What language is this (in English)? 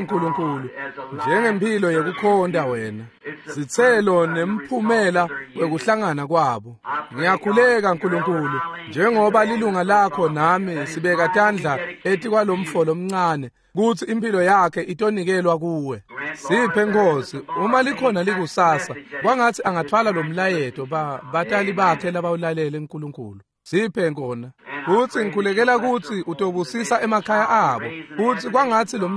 Swati